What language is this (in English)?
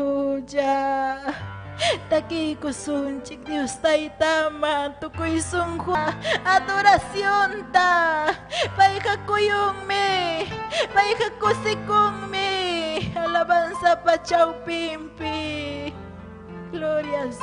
Ayacucho Quechua